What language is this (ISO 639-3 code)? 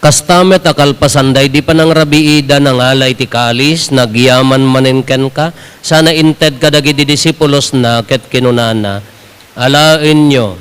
ilo